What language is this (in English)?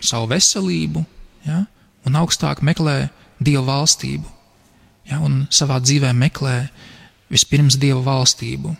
Latvian